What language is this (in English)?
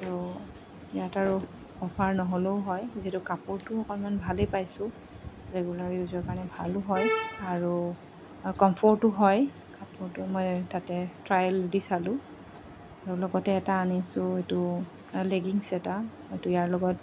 Assamese